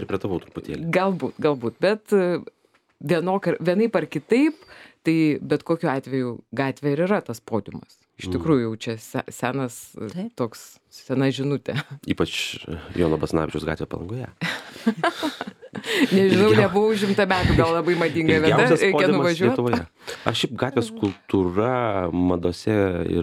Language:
Lithuanian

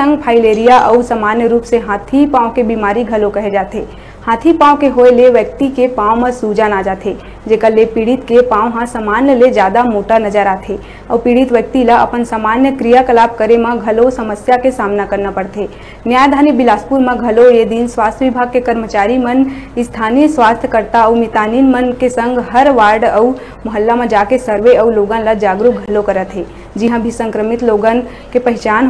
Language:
Chhattisgarhi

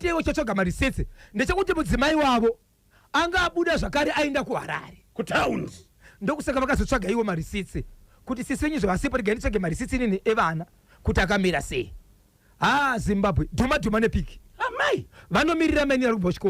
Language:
Shona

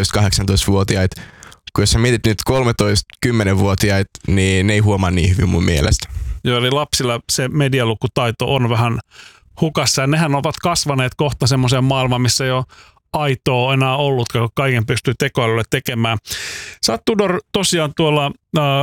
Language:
Finnish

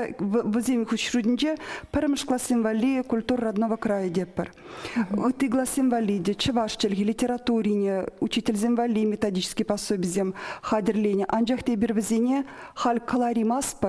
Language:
Chuvash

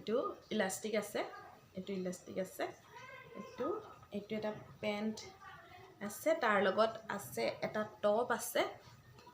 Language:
Assamese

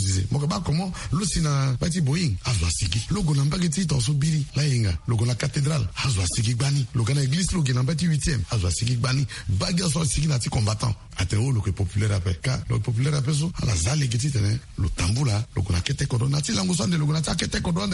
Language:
Sango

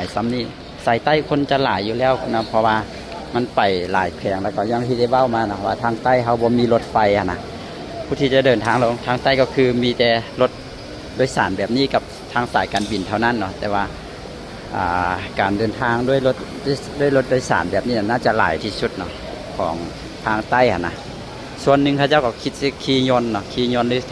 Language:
Lao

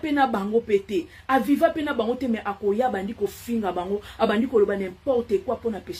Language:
Lingala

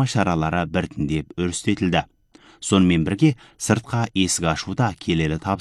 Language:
Kazakh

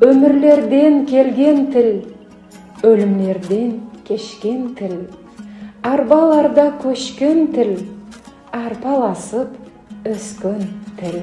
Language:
Nogai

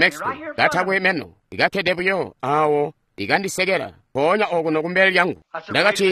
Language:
Tonga (Zambia)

